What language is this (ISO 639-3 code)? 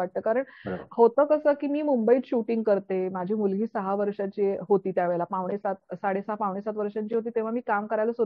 mar